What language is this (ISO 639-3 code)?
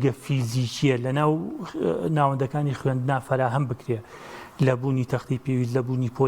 ckb